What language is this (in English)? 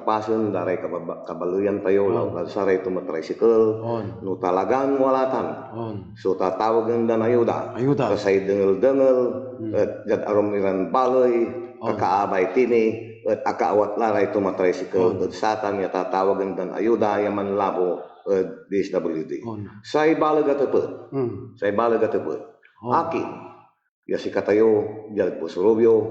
Pangasinan